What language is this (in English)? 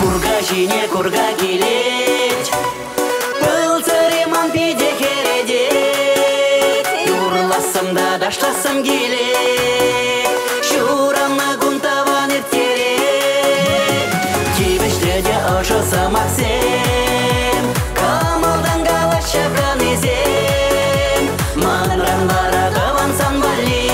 Chuvash